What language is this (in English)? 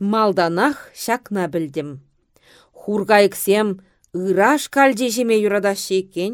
Chuvash